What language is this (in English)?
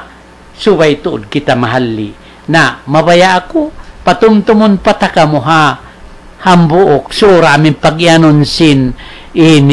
Tausug